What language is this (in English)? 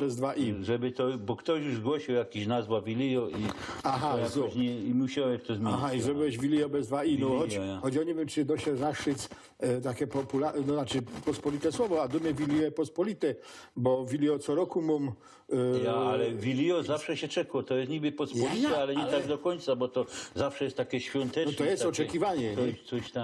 Silesian